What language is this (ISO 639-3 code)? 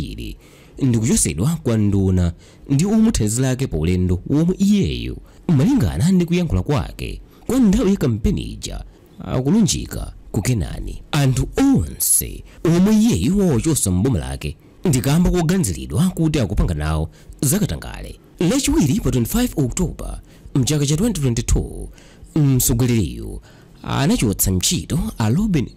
nya